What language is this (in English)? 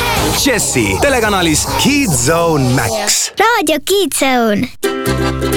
Estonian